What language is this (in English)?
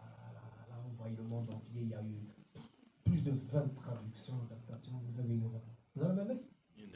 Kabyle